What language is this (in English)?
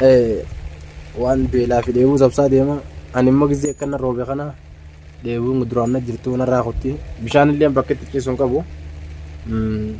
Oromo